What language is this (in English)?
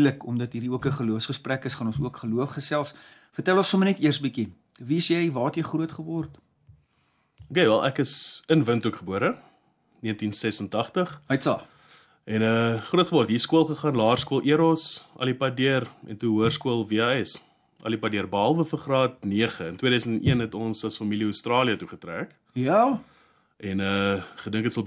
Afrikaans